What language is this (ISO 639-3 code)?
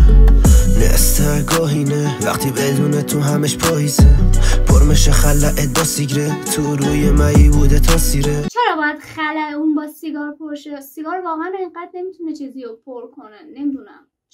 fas